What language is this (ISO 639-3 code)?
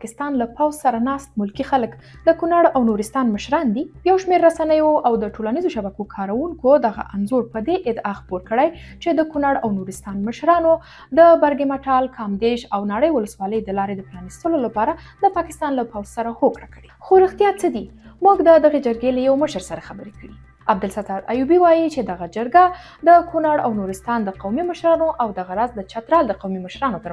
pus